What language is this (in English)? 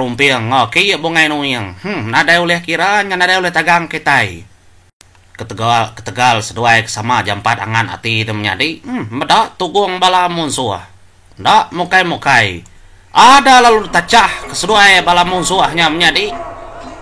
Iban